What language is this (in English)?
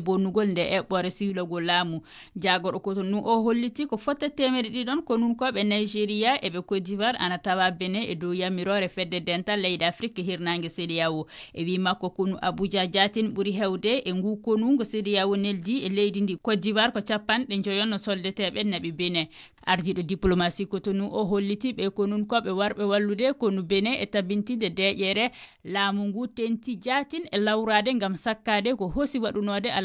Fula